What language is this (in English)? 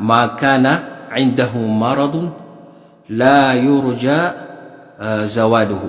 Maranao